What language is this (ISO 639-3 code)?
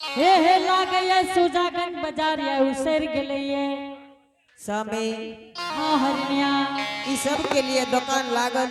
anp